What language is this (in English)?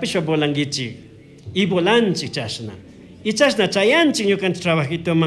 Chimborazo Highland Quichua